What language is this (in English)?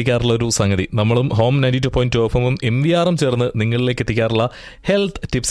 Malayalam